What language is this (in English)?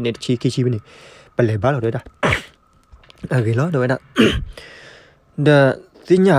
S'gaw Karen